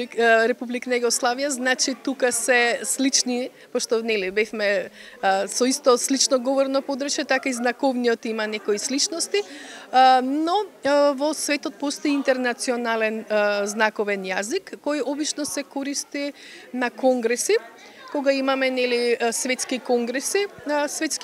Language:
Macedonian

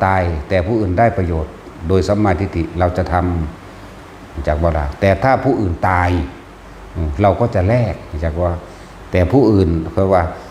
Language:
Northeastern Thai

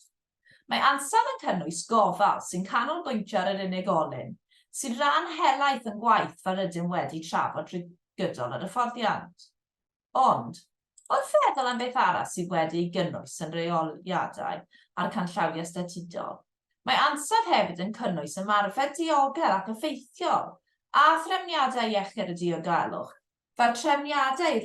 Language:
Welsh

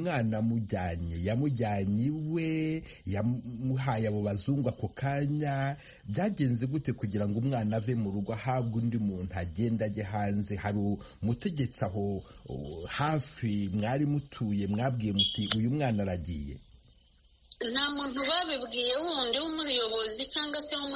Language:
Kinyarwanda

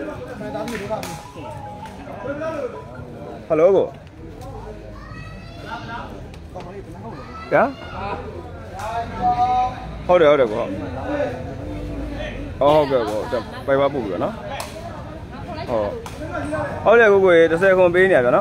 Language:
Burmese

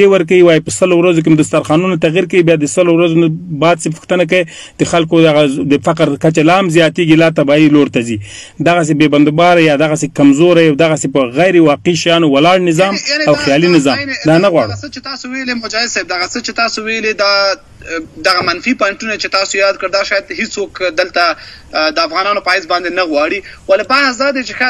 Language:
Pashto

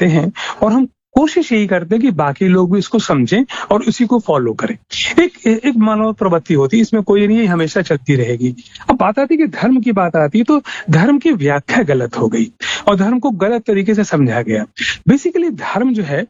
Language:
Hindi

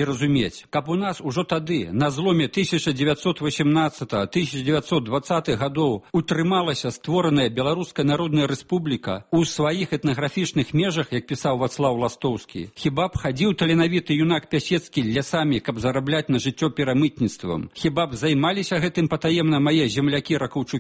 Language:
Belarusian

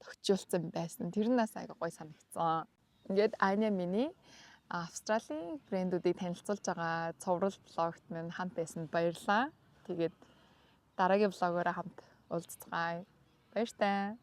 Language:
Mongolian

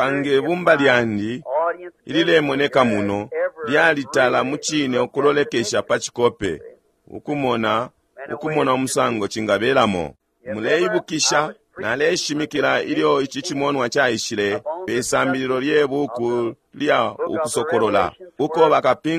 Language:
Bemba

